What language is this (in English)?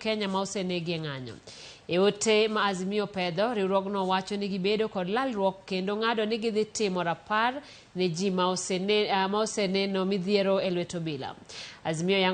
Luo (Kenya and Tanzania)